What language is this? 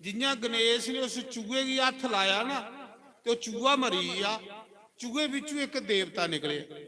Dogri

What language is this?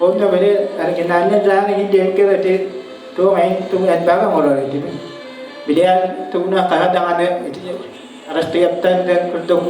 Yakut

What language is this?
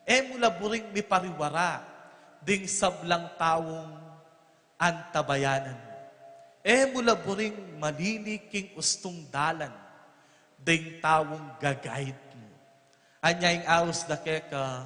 Pampanga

